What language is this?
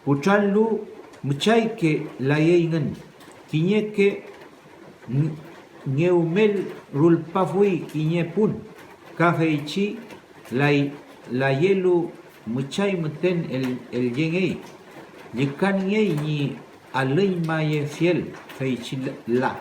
Mapuche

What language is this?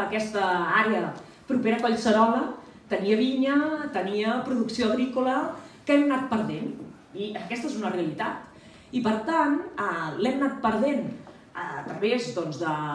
Catalan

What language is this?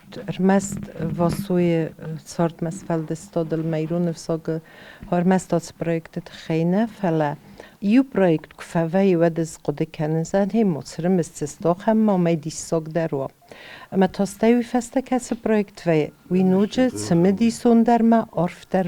Ossetic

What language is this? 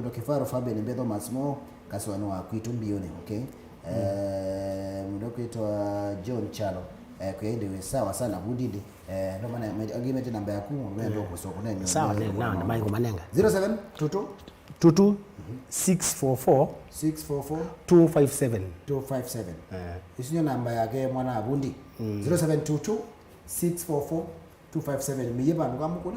Kamba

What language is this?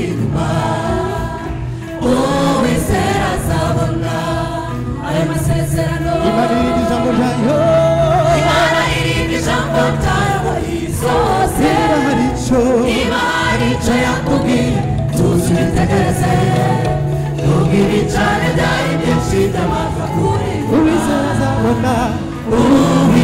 Kinyarwanda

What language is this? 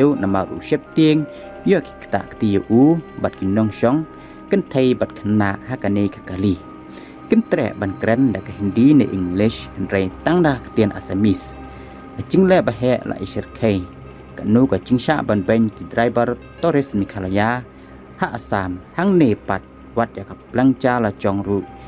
Khasi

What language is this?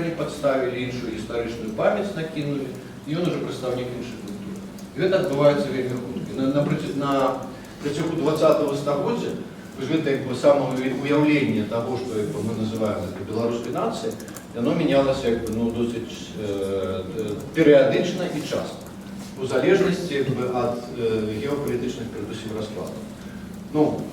Belarusian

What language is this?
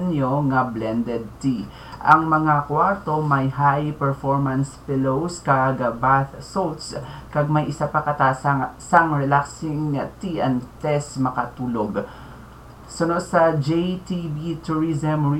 Hiligaynon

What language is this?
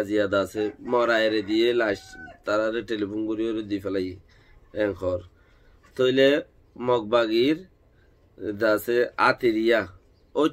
Rohingya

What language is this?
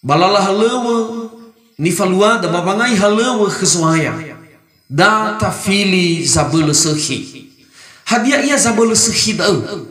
Nias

